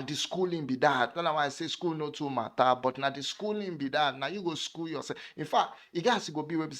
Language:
Nigerian Pidgin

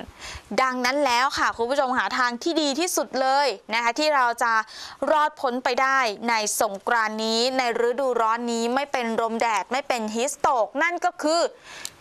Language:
Thai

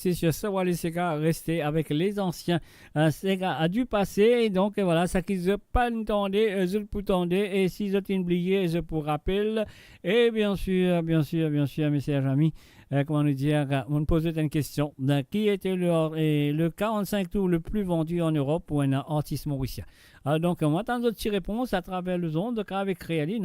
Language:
Morisyen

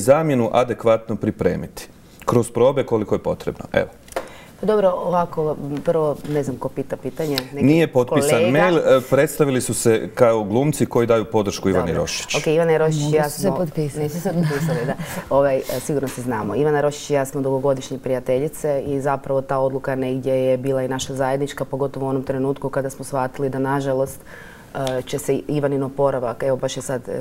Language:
Croatian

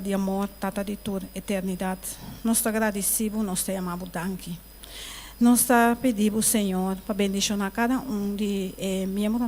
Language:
Papiamento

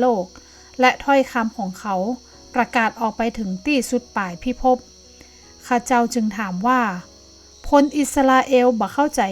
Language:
Northern Thai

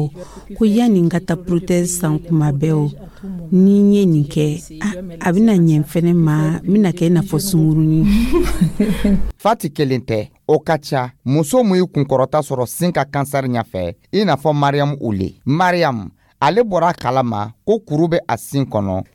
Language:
Dyula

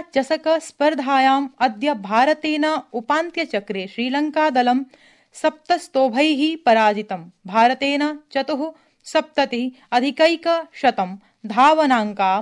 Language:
Sanskrit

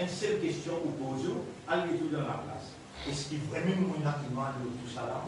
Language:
Morisyen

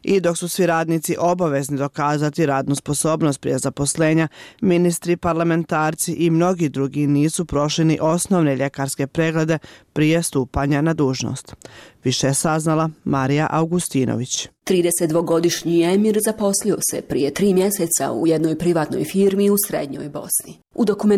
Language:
Bosnian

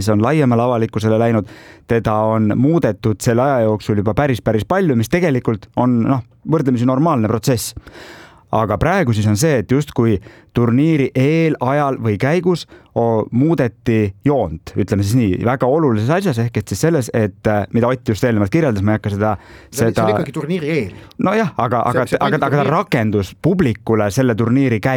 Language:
Estonian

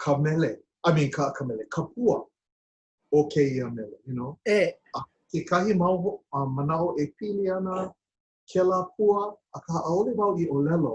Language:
Hawaiian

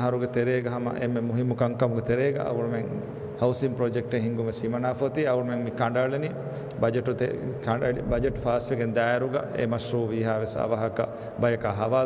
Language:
Divehi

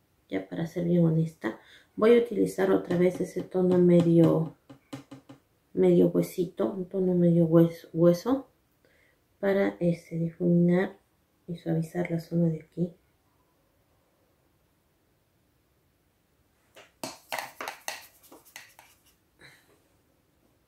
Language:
Spanish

